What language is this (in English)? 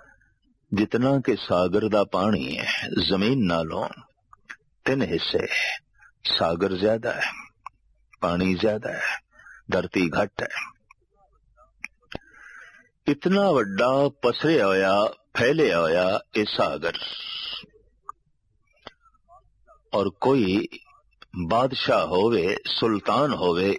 Punjabi